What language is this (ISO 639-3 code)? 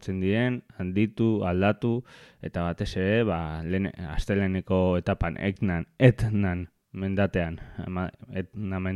eus